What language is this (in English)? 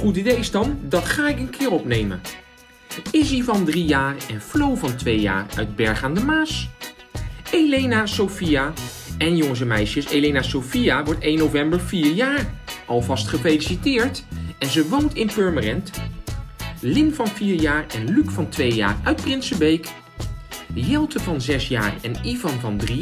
Dutch